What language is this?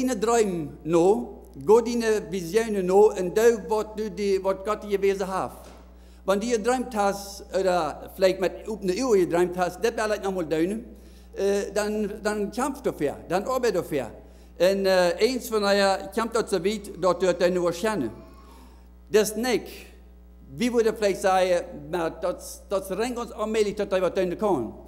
Plautdietsch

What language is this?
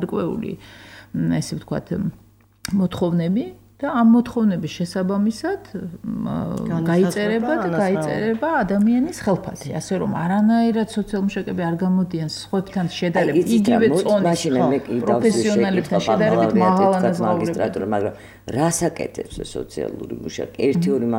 Georgian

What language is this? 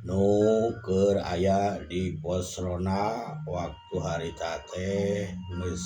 Sundanese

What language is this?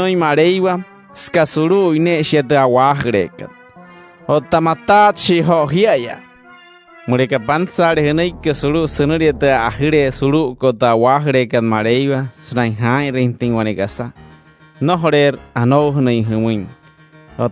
Wayuu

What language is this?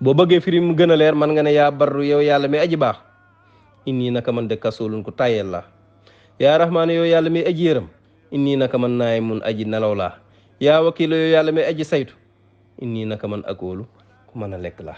Wolof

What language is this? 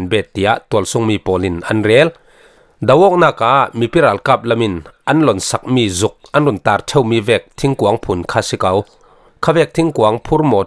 Falam Chin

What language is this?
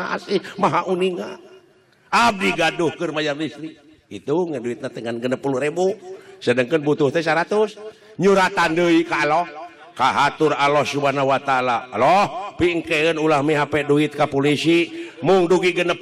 Sundanese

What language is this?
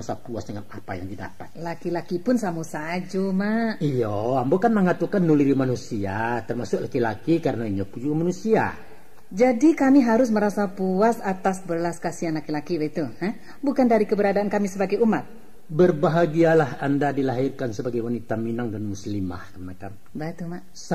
Minangkabau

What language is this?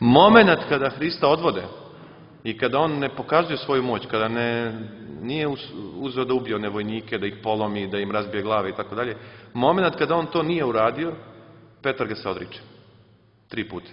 Serbian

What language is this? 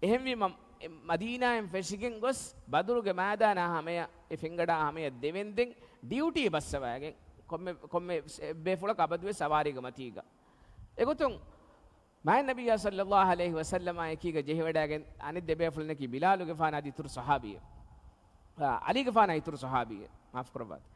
Divehi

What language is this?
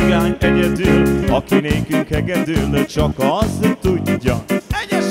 Hungarian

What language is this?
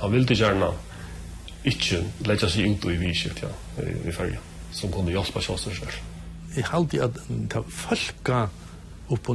Faroese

